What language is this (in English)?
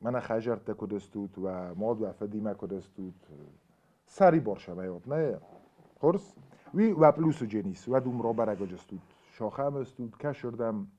Ossetic